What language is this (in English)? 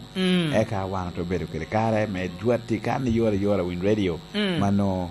Lango (Uganda)